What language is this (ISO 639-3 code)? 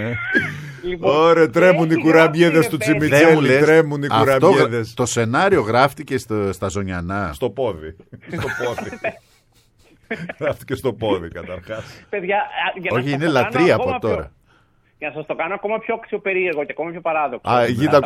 ell